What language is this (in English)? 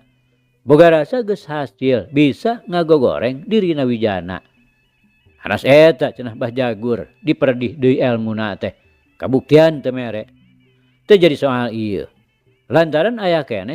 Sundanese